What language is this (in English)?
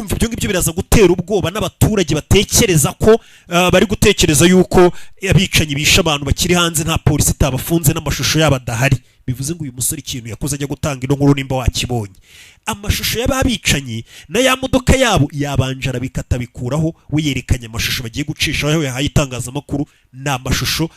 Kinyarwanda